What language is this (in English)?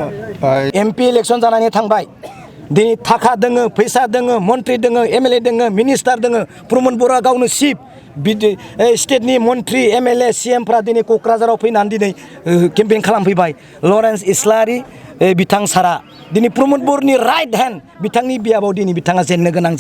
Bodo